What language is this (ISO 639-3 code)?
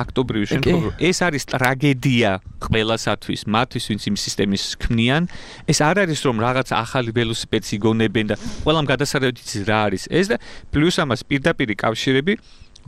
kat